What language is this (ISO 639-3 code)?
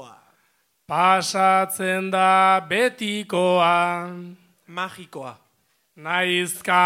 eus